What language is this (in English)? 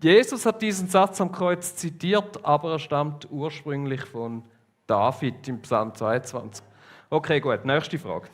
Swiss German